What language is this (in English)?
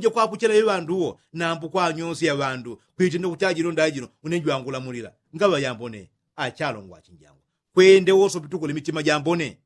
Yao